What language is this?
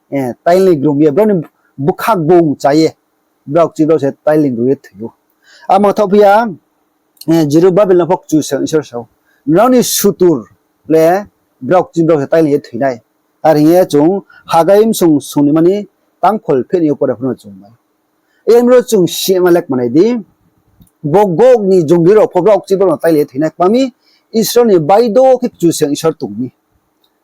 Riang (India)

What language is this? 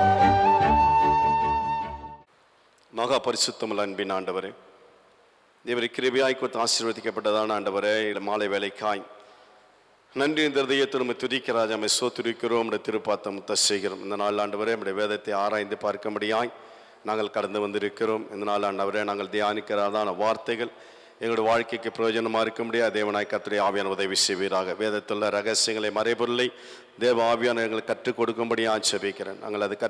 Tamil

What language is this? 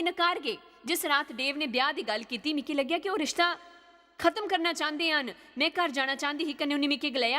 Dogri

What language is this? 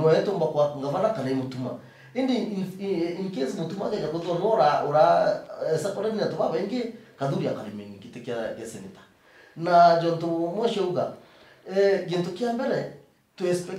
Meru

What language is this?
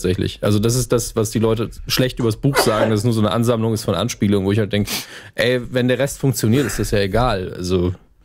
German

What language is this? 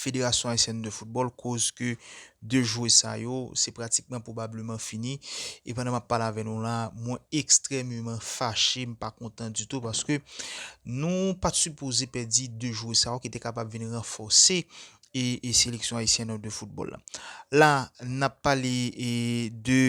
Haitian Creole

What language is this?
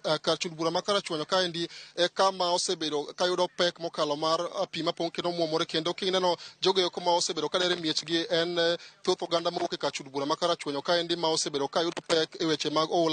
Luo (Kenya and Tanzania)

